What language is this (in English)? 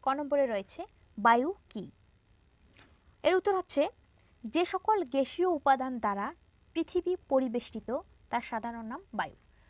Bangla